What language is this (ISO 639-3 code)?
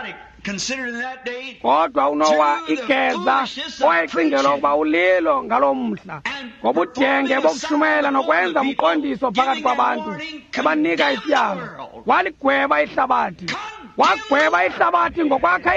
xho